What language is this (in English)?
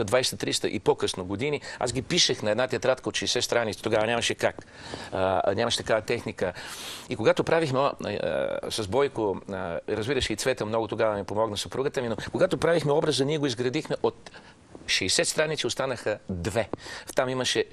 Bulgarian